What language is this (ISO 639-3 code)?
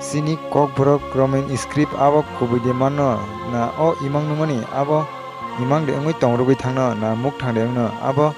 trp